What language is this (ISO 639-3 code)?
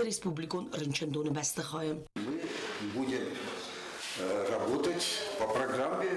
oss